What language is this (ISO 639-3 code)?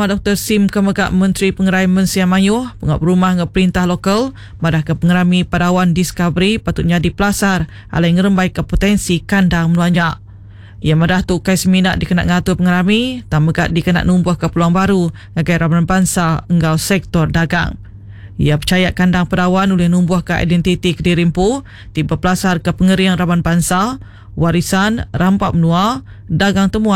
iba